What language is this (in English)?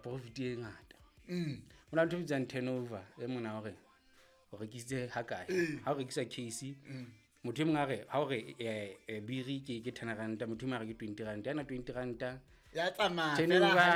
Southern Sotho